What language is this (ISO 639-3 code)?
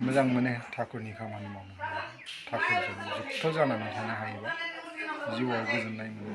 brx